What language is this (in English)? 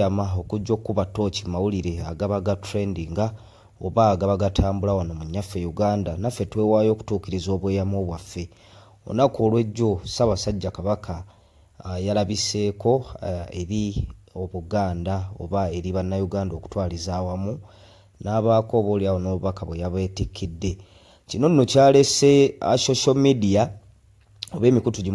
Ganda